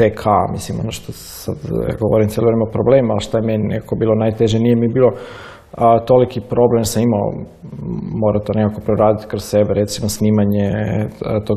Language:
Croatian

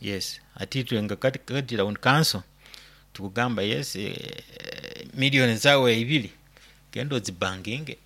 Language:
Nyoro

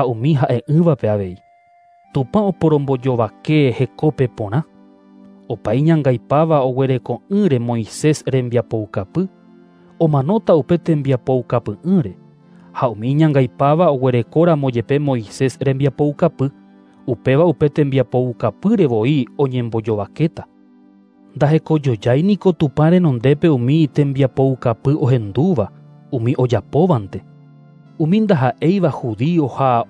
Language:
Guarani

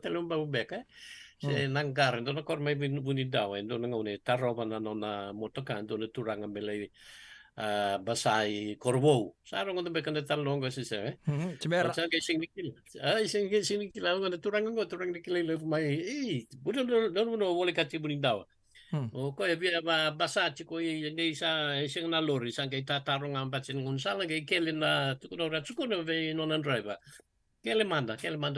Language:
Fijian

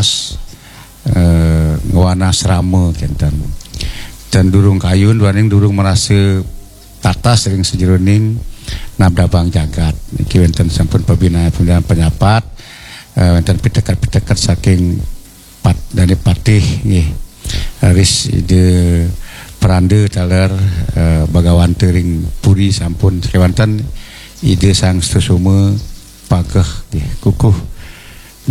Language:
Balinese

